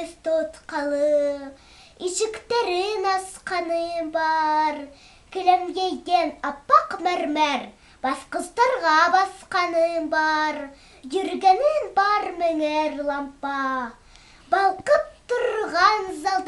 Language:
Bashkir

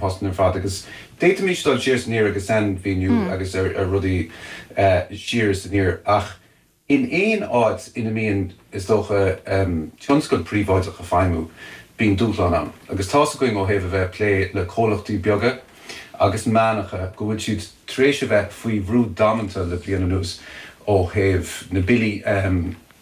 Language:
Irish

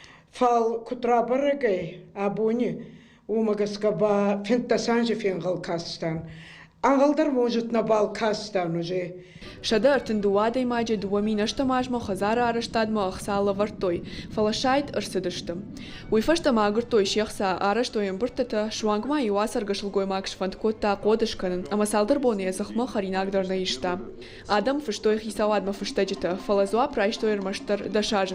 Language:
Ossetic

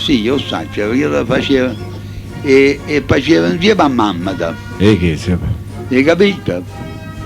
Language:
Neapolitan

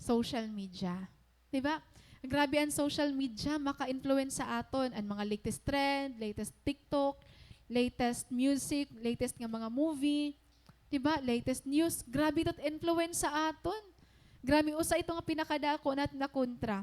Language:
Waray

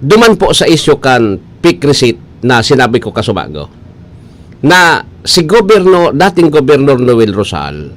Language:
Bikol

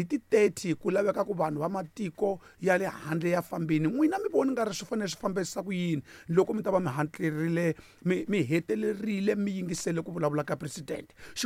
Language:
Tsonga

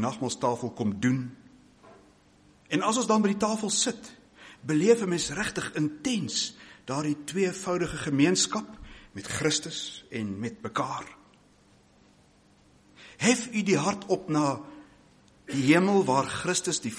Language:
Afrikaans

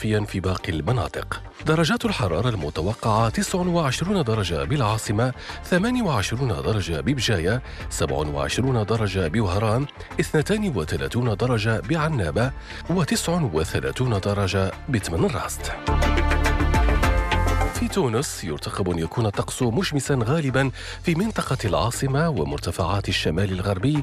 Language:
Arabic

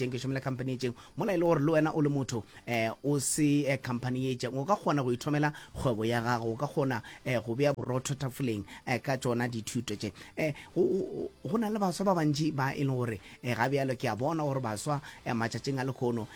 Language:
Northern Sotho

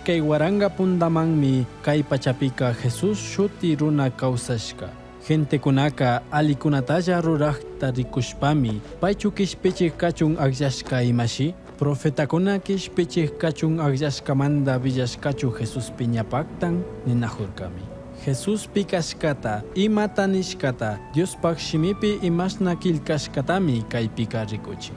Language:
Chimborazo Highland Quichua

